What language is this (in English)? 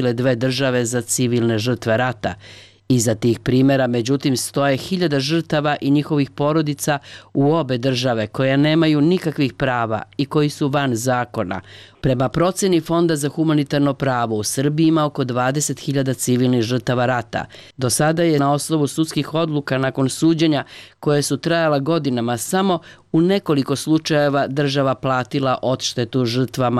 Serbian